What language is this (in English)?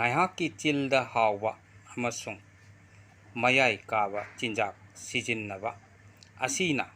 Manipuri